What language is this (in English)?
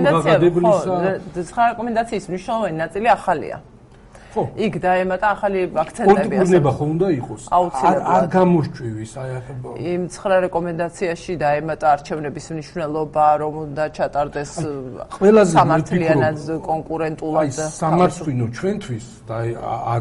Georgian